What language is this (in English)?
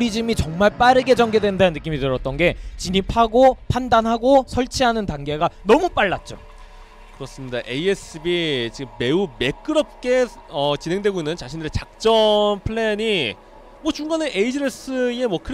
Korean